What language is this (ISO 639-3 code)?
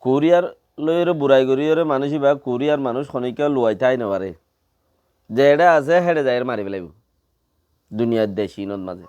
rhg